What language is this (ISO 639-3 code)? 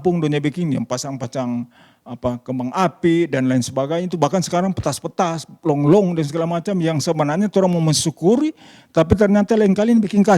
xmm